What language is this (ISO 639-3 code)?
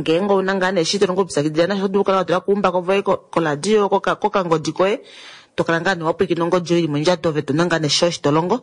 kua